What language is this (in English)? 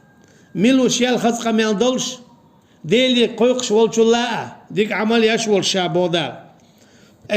Chechen